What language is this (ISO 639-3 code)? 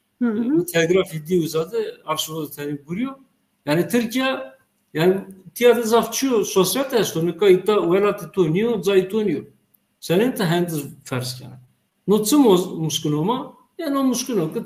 zza